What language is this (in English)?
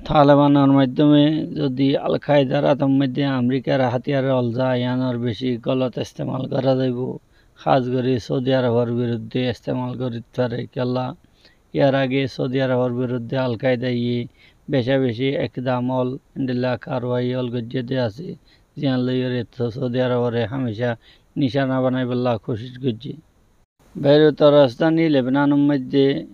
Rohingya